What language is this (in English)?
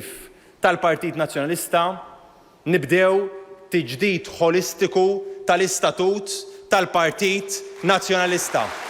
Maltese